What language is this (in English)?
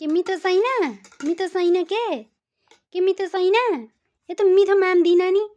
Nepali